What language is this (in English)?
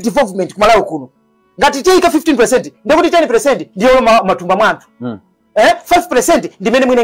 Nyanja